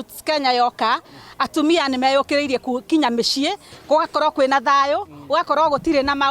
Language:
Kikuyu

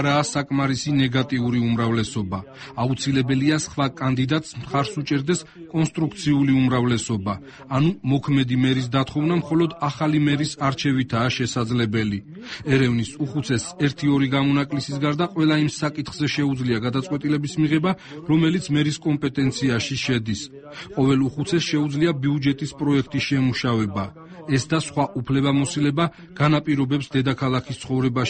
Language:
Georgian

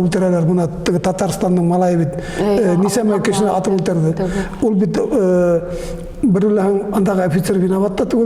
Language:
Bashkir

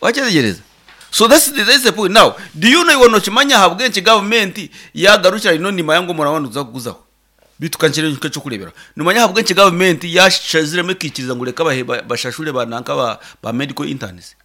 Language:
Nyankole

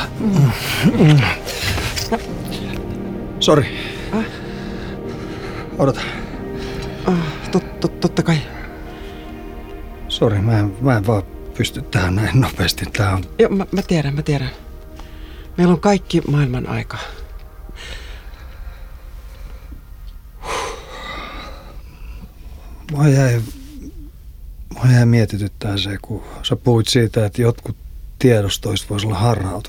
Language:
Finnish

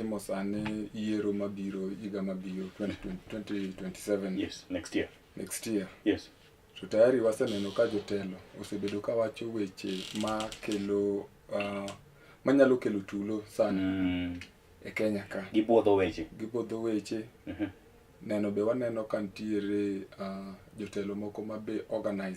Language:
Luo (Kenya and Tanzania)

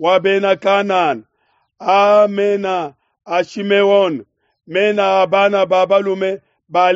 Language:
Luba-Lulua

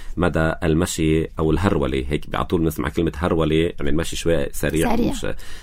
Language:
North Levantine Arabic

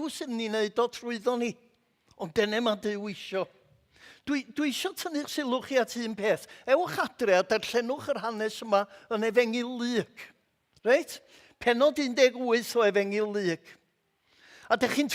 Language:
Welsh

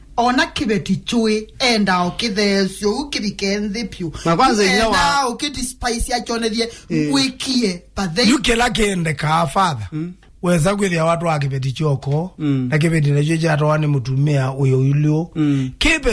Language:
Kamba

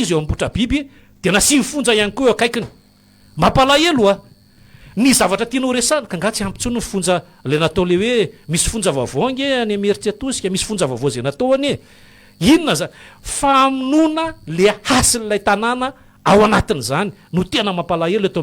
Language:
Malagasy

